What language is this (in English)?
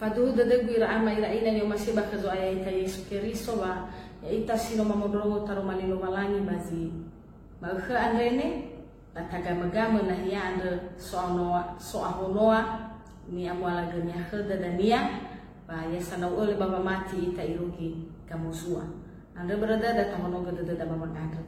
Nias